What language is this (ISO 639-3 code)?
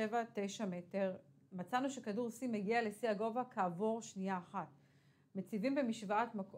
heb